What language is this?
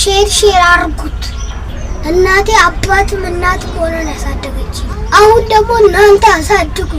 Amharic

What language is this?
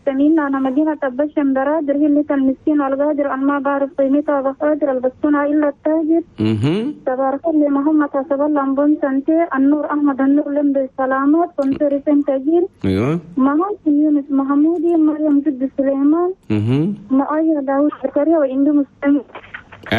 Chadian Arabic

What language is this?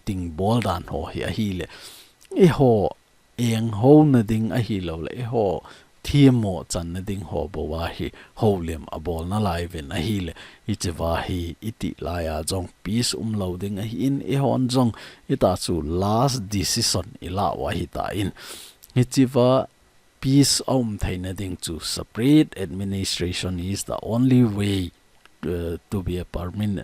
Thado Chin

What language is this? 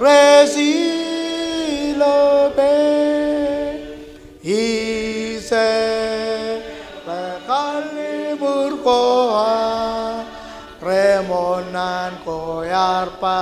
Marshallese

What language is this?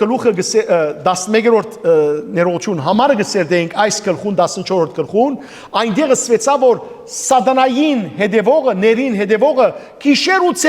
Western Armenian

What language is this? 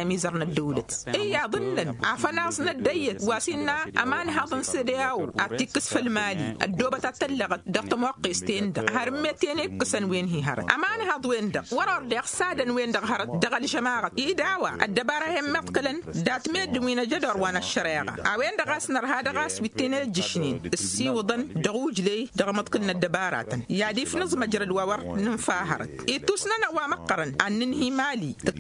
Tamasheq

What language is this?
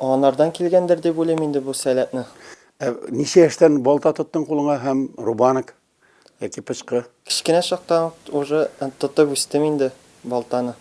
Tatar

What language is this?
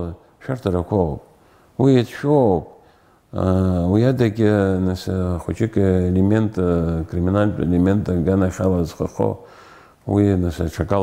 Abkhazian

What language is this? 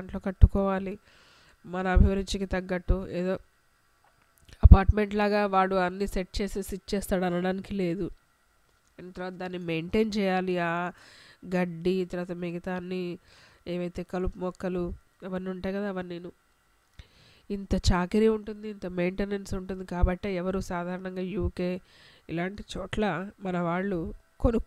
Telugu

